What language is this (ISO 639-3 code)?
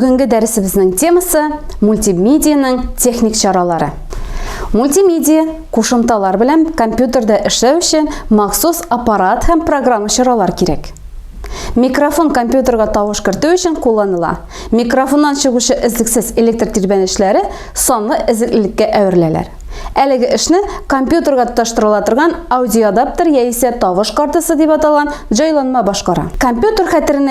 tat